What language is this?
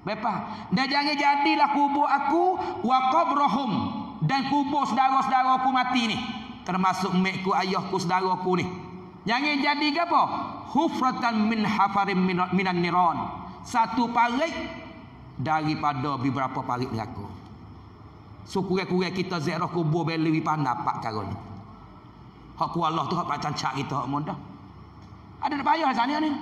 Pattani Malay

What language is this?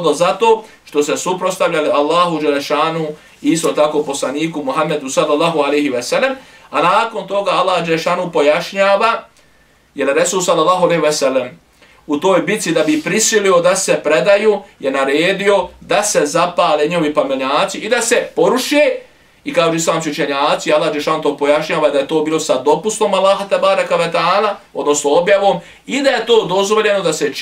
Bosnian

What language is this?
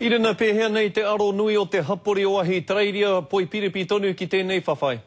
Māori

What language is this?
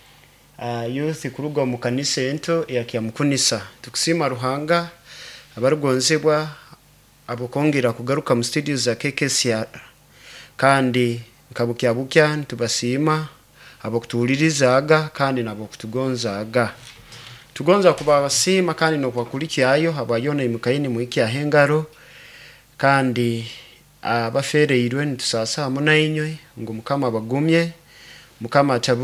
Nyoro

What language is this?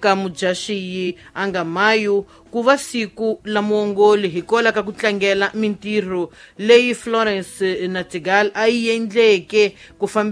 Tsonga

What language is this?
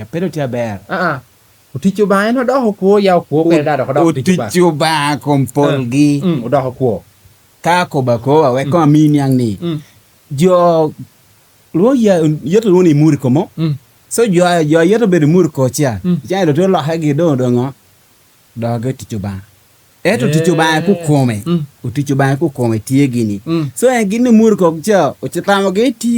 Lango (Uganda)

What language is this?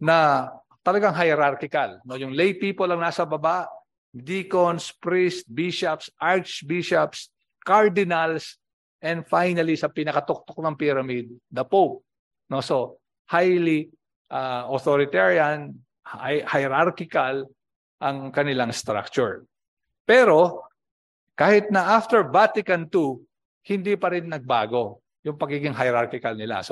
Filipino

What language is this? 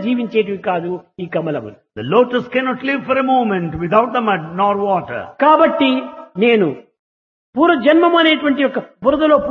Telugu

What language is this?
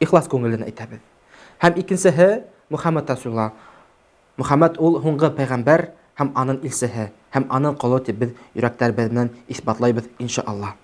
Bashkir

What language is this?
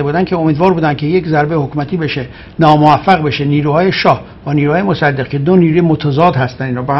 Persian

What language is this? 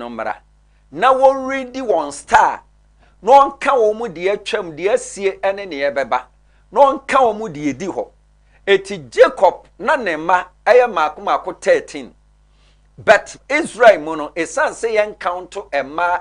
Akan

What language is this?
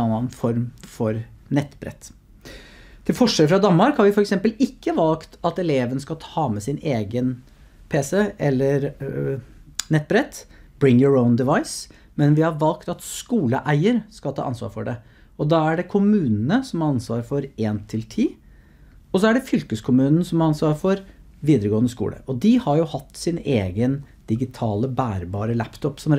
Norwegian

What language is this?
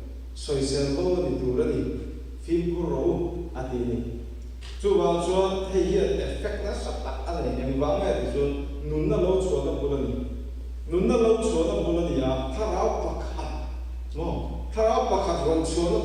Mizo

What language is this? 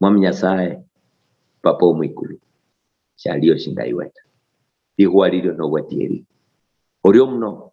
Luyia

